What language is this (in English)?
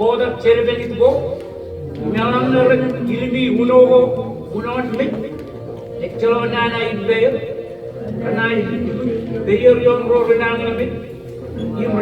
Marshallese